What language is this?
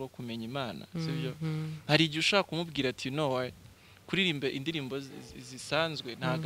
Kinyarwanda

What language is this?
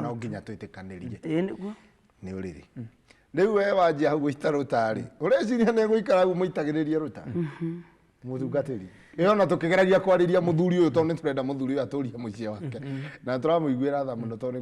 Kikuyu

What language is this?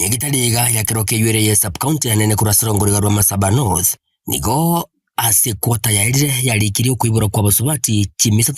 Gusii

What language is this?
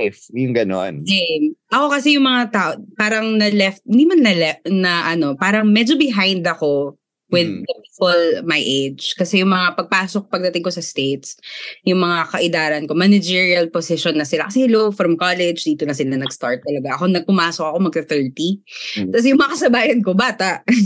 Filipino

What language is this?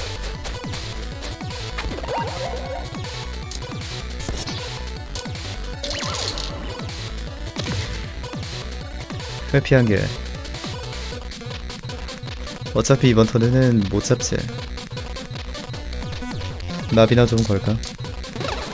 Korean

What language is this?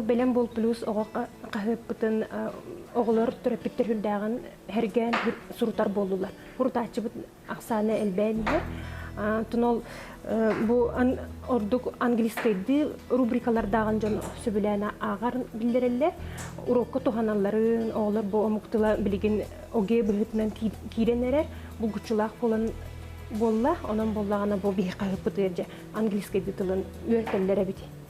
Yakut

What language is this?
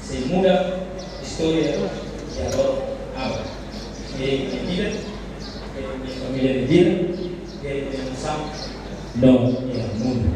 Tetum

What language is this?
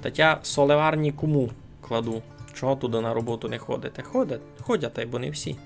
Rusyn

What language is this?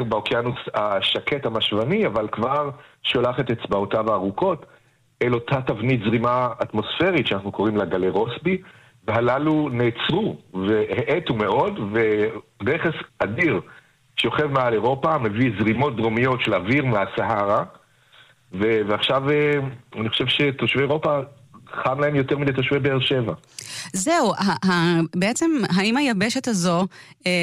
Hebrew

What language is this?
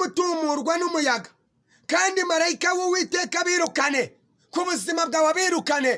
Kinyarwanda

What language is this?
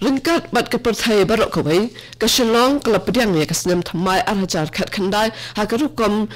Khasi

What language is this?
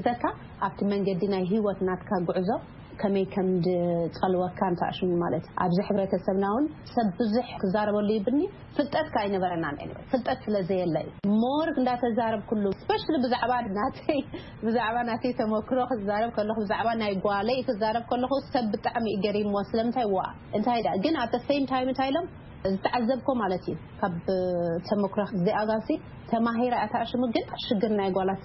Tigrinya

